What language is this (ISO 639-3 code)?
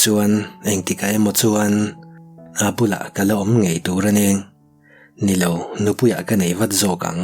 lus